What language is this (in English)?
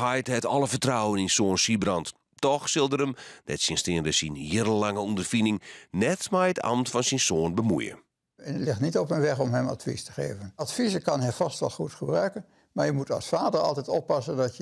Western Frisian